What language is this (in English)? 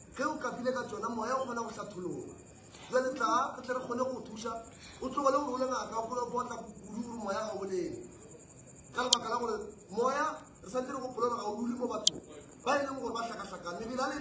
Northern Sotho